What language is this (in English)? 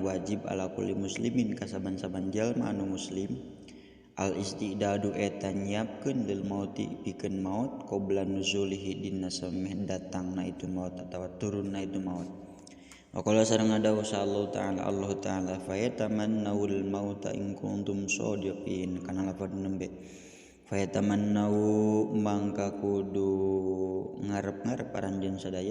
Sundanese